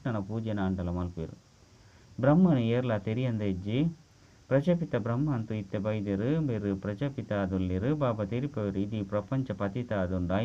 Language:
Tulu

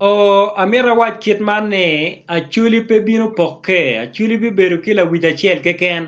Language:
Acoli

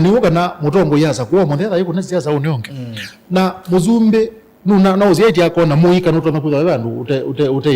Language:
Kamba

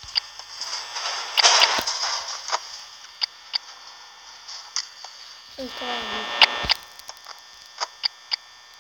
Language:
Hungarian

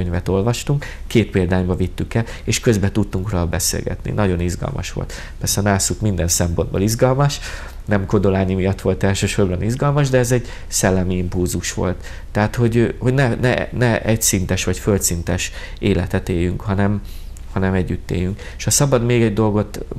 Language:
Hungarian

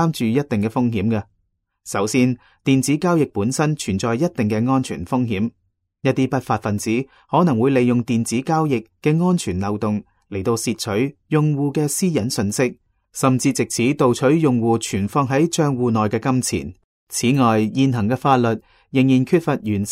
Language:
Cantonese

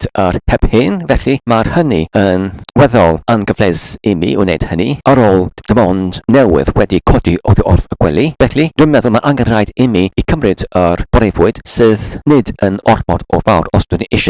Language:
Welsh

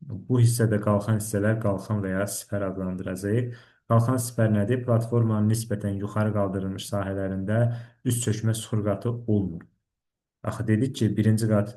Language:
Azerbaijani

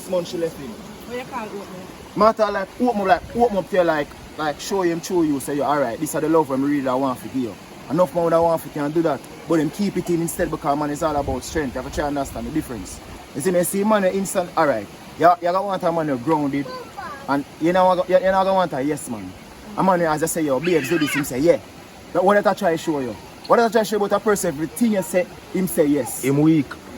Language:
Jamaican Creole English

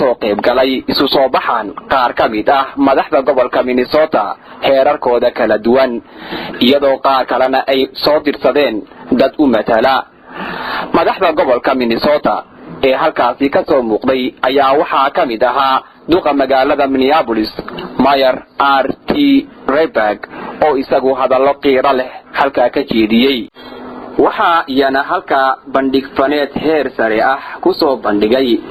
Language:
Somali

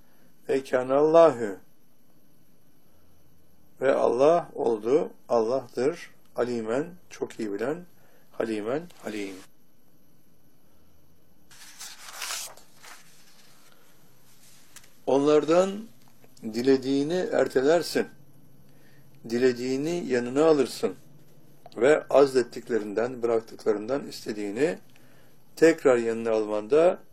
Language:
Turkish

